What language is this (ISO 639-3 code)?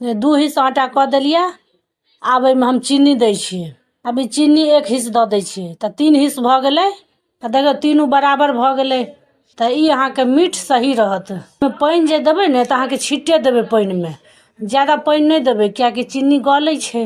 mai